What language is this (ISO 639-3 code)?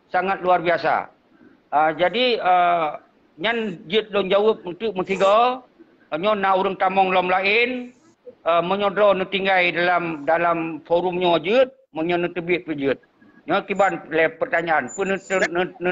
ace